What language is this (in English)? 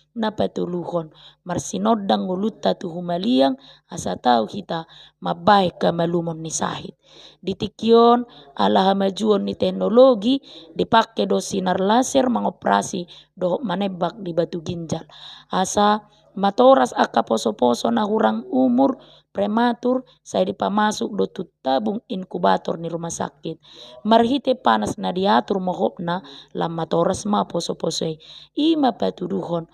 Batak Toba